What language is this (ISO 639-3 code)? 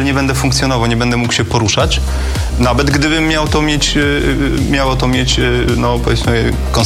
pol